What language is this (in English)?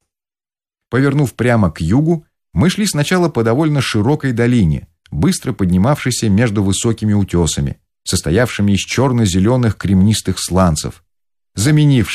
Russian